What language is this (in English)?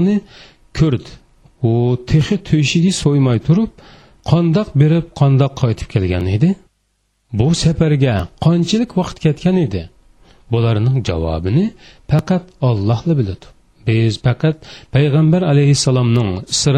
Uyghur